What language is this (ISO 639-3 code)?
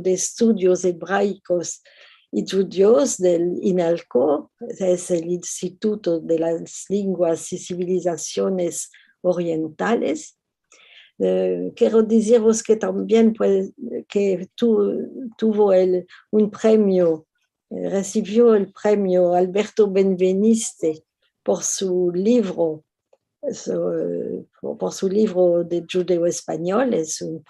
lad